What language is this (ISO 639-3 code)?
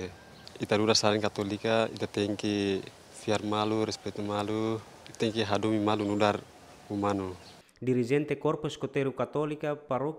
tet